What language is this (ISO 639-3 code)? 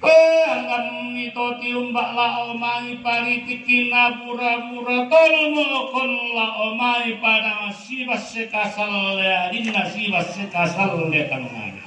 sda